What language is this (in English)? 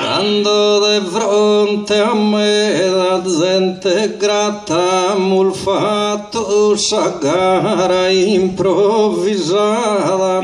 Sardinian